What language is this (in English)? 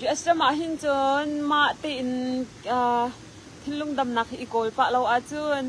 Hakha Chin